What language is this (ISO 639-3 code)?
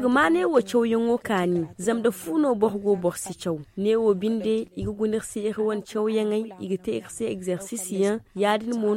dje